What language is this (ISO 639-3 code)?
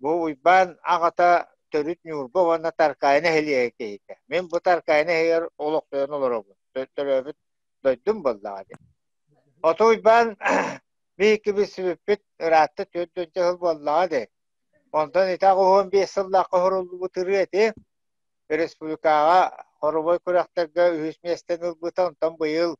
sah